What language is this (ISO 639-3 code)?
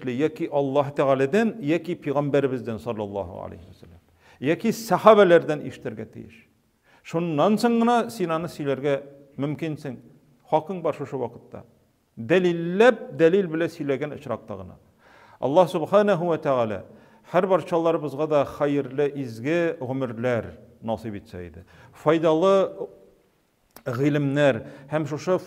tat